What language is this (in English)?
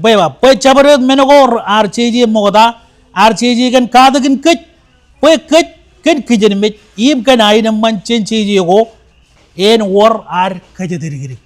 Marshallese